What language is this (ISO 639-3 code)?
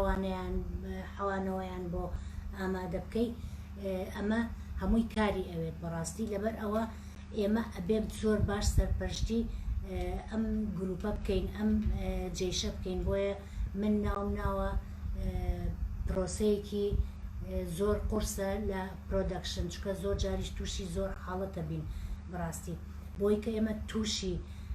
ckb